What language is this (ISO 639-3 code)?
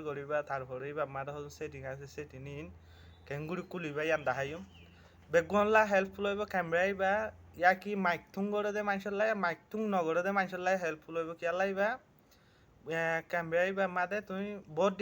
rhg